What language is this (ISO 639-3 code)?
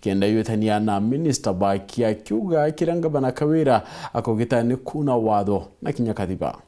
mer